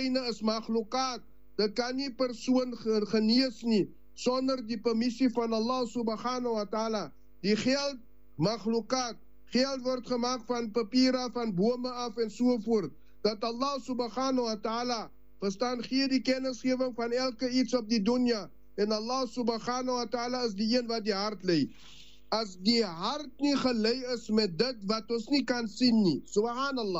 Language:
Afrikaans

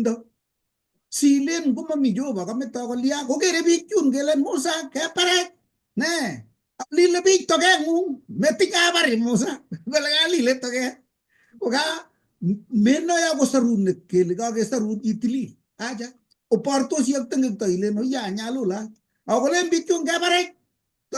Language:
Kalenjin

